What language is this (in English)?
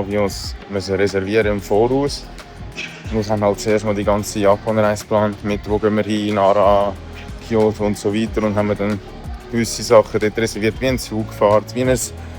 Swiss German